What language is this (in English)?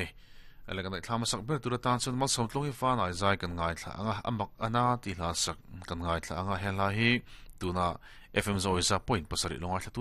Mizo